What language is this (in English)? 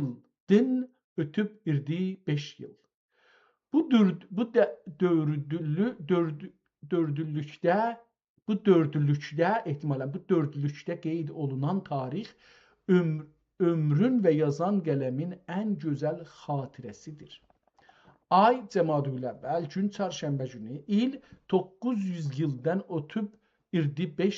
South Azerbaijani